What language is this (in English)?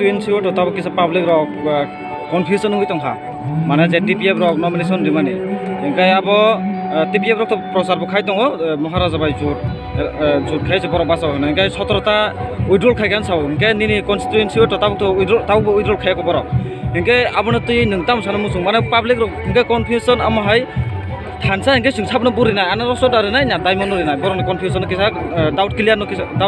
Kok Borok